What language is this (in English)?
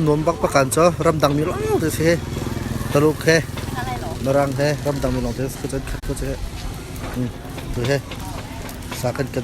Hakha Chin